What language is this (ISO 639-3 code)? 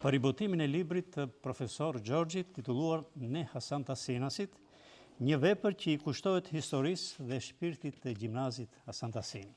sqi